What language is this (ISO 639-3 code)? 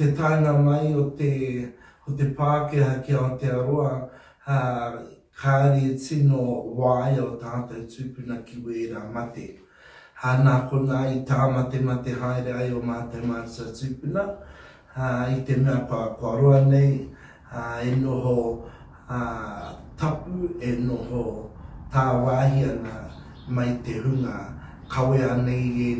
mri